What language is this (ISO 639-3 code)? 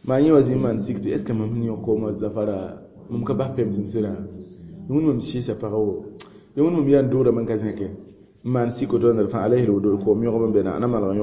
mos